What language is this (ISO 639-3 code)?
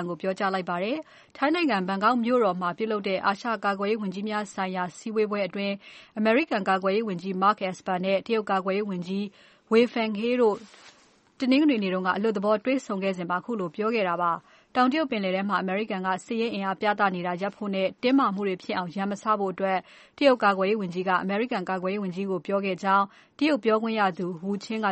mya